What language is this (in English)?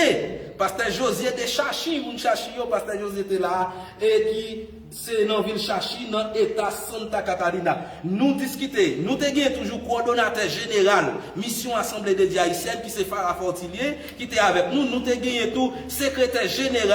Haitian Creole